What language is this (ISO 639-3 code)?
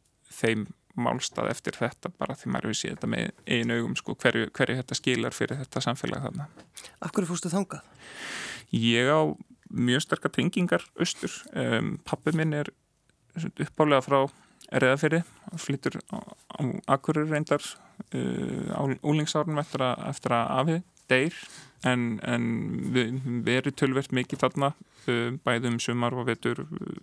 isl